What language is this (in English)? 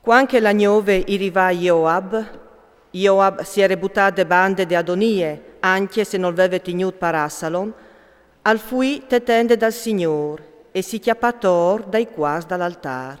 Friulian